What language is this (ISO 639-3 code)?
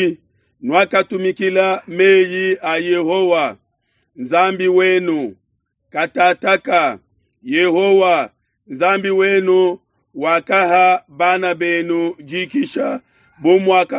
lua